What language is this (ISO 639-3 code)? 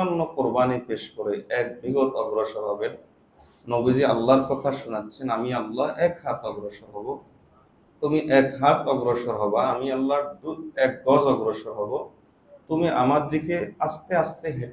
ben